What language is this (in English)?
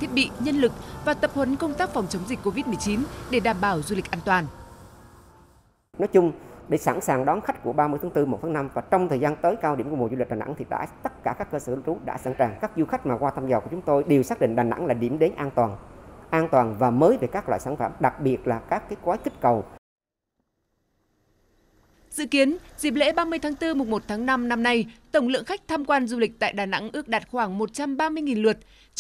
Vietnamese